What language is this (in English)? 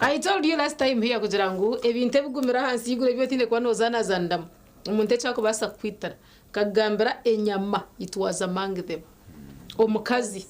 Nyankole